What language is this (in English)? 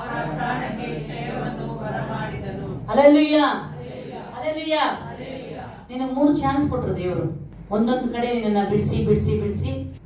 Kannada